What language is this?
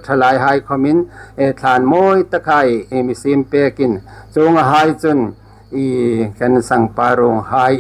Hmar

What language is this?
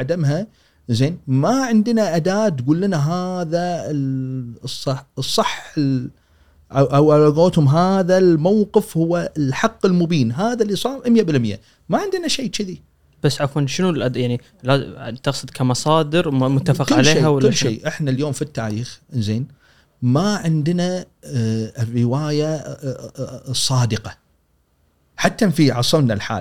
Gulf Arabic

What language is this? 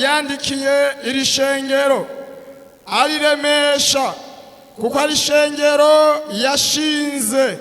Rundi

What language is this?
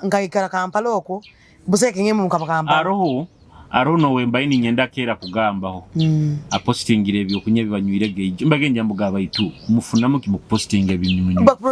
Nyoro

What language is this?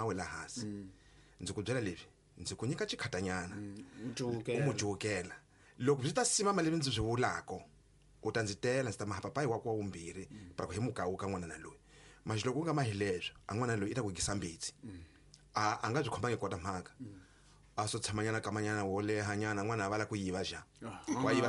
Tsonga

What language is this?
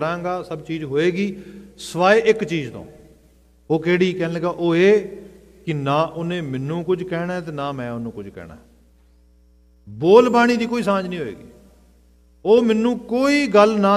Punjabi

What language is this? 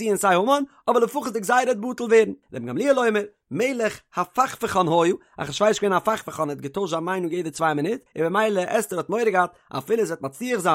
Yiddish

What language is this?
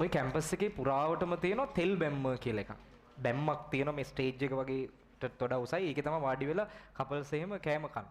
Sinhala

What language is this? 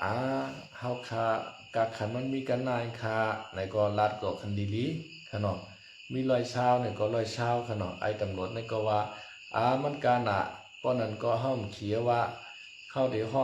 Shan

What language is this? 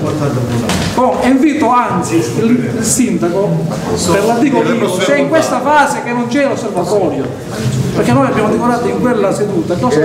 Italian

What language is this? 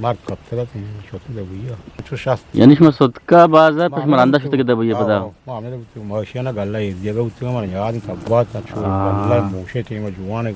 Eastern Balochi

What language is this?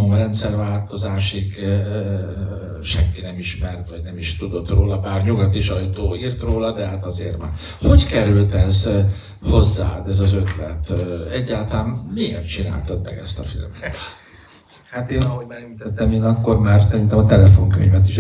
Hungarian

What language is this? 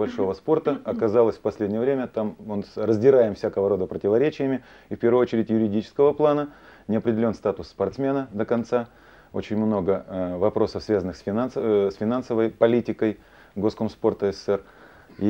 Russian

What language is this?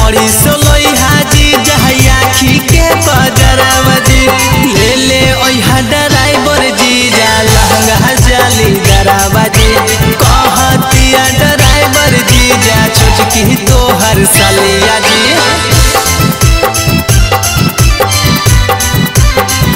Bhojpuri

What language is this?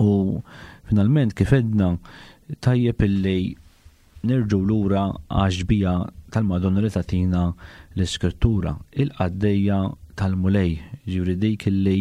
Maltese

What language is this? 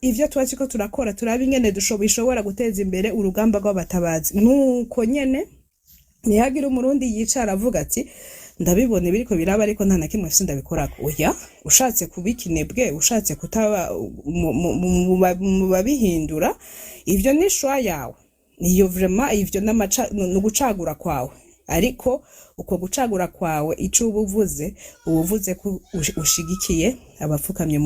Rundi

